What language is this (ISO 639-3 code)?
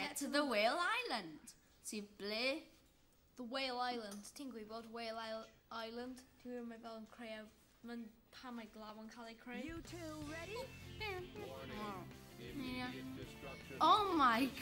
cym